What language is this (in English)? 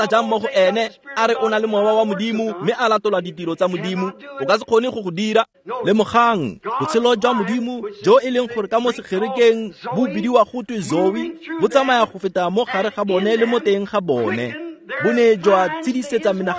Tswana